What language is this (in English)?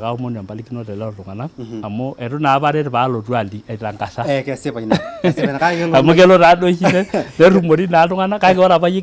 Masai